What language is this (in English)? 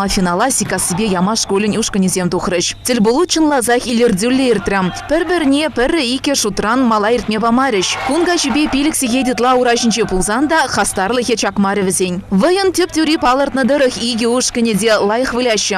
Chuvash